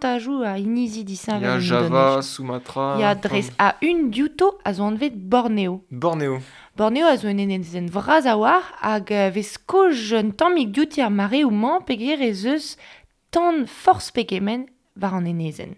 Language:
Breton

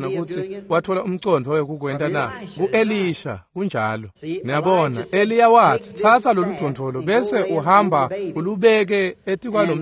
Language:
Swati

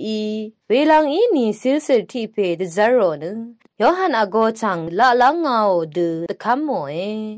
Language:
Rawang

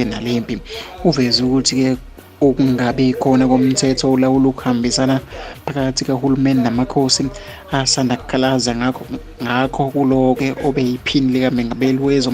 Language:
Zulu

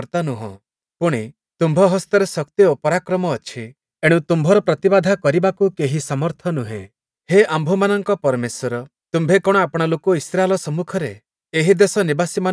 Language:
Odia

